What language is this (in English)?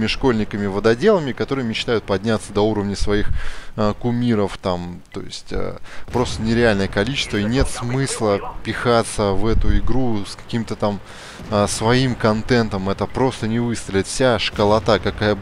Russian